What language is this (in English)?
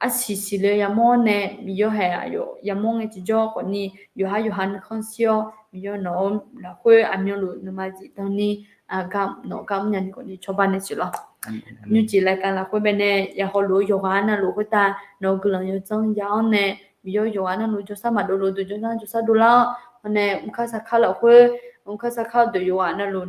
Akha